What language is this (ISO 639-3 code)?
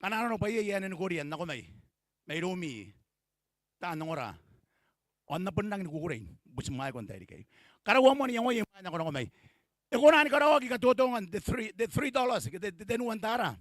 gil